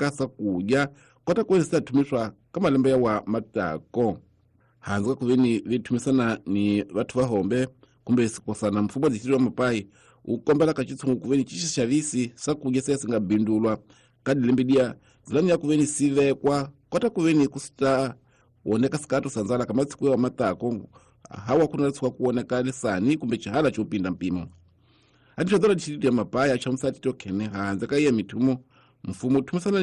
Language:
Tsonga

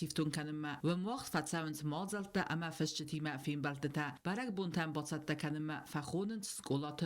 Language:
Ossetic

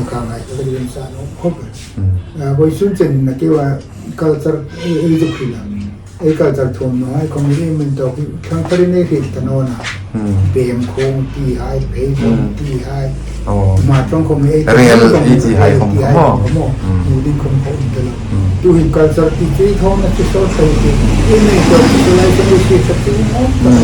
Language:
Hmar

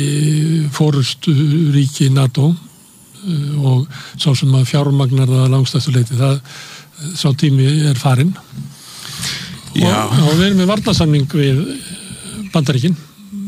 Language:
Icelandic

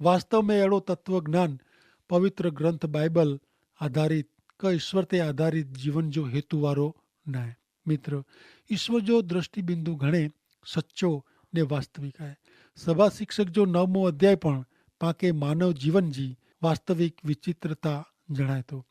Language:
Kachhi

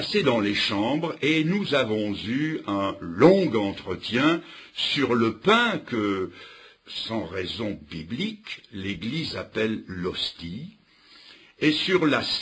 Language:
French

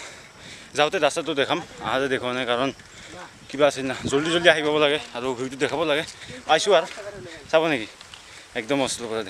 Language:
Assamese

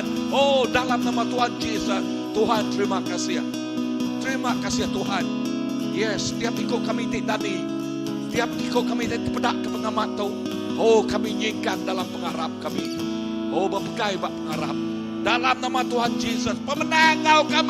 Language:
Iban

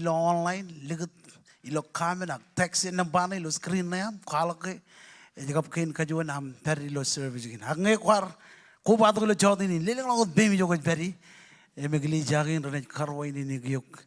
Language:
Marshallese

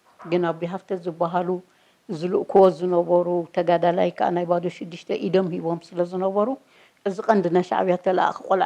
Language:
Tigrinya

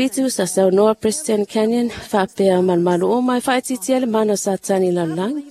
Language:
Samoan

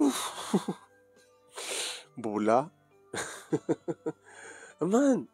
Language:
Iloko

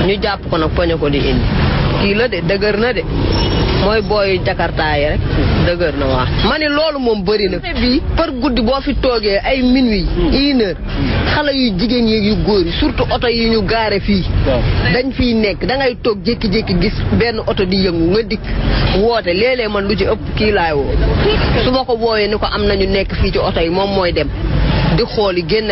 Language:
Wolof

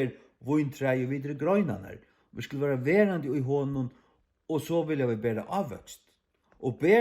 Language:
Faroese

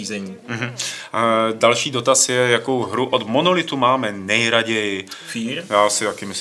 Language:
Czech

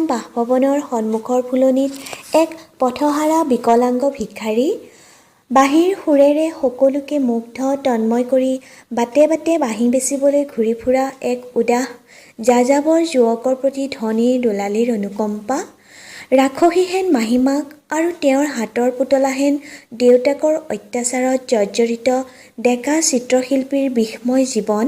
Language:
Assamese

